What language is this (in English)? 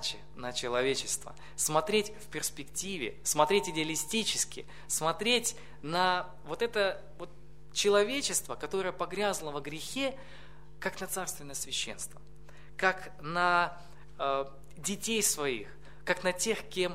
Russian